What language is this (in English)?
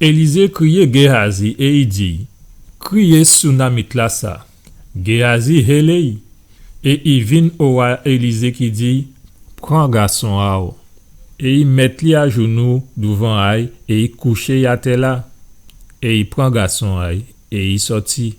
Guadeloupean Creole French